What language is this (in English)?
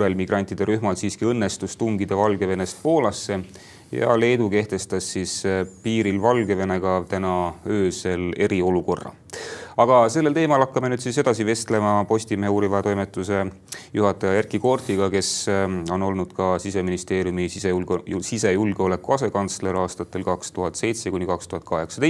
Estonian